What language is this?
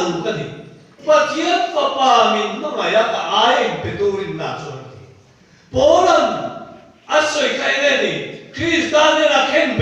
Mizo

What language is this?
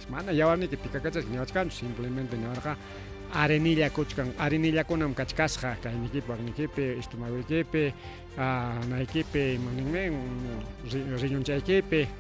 Ayacucho Quechua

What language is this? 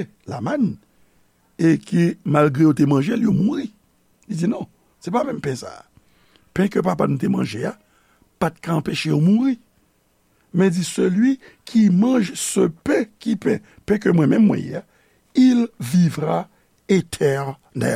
Haitian Creole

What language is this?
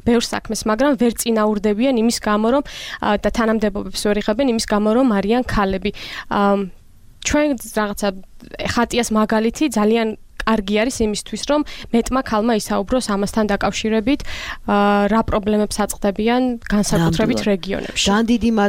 Georgian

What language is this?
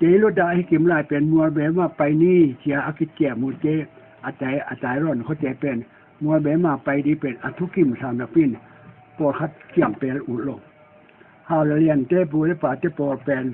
Tedim Chin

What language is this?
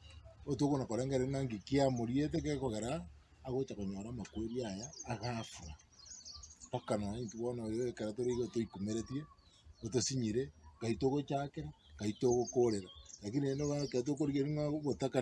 Gusii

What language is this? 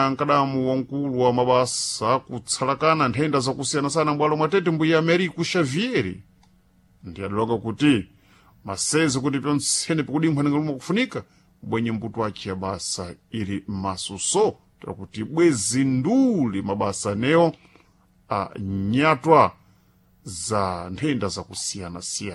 Sena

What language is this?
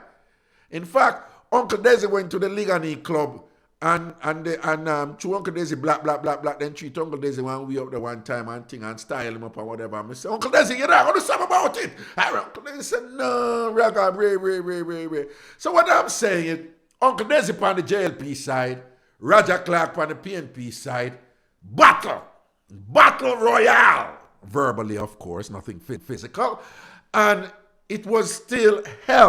Jamaican Creole English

